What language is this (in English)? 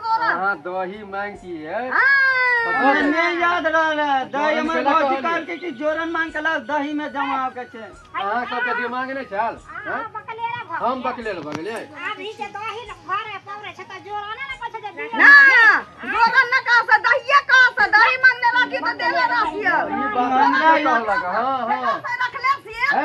Maithili